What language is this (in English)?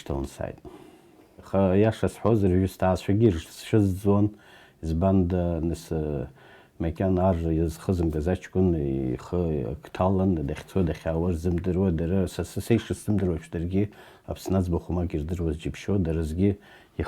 Abkhazian